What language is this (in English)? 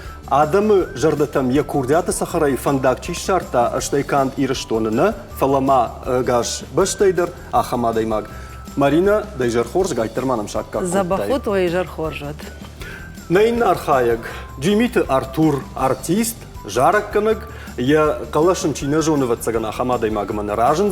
Ossetic